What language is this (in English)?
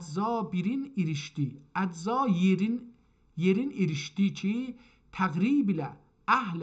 South Azerbaijani